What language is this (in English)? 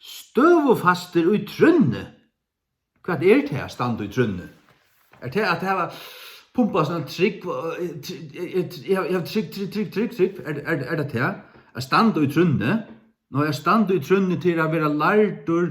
Faroese